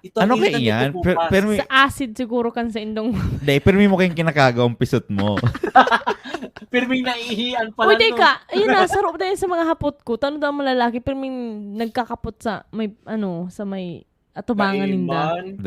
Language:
Bikol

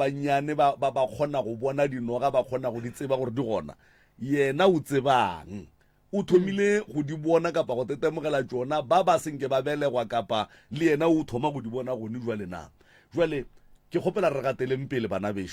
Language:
Northern Sotho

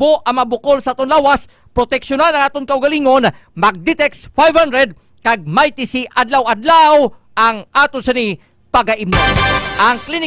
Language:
Hiligaynon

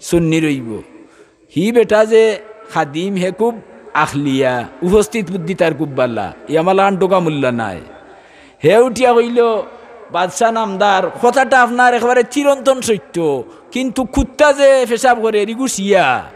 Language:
Sylheti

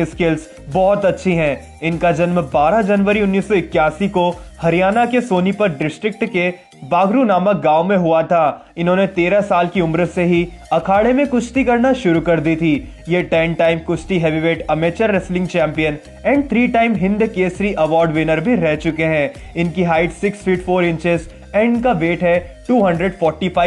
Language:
Hindi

